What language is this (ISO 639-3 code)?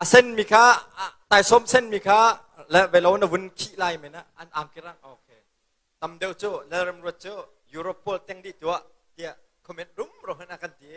cnh